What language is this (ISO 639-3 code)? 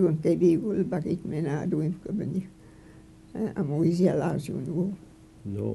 mic